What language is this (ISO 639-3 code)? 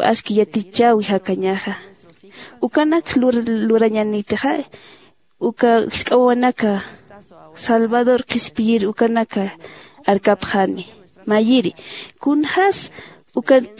aym